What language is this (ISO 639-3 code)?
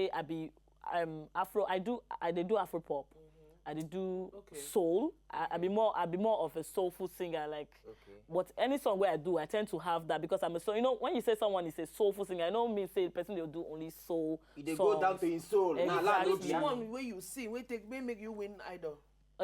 pcm